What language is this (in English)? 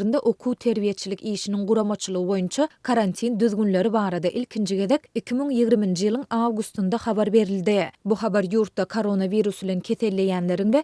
Turkmen